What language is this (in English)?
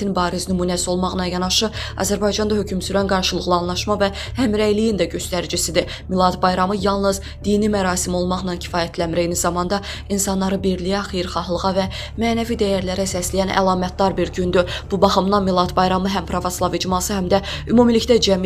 Azerbaijani